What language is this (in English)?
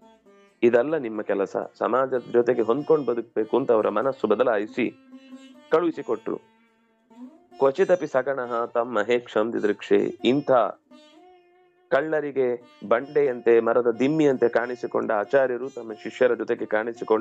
Kannada